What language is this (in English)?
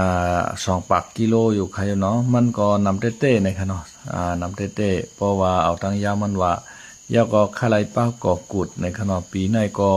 Shan